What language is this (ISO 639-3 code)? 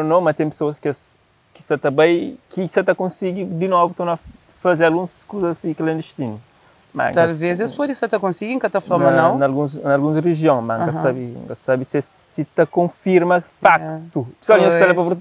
kea